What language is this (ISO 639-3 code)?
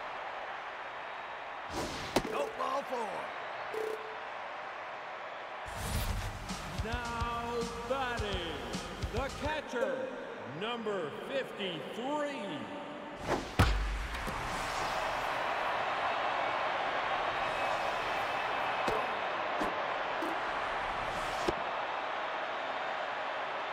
eng